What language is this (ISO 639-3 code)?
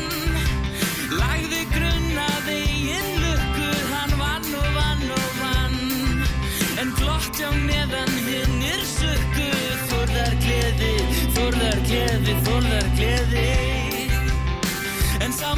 isl